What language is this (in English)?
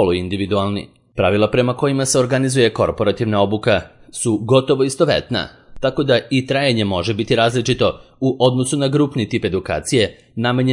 Serbian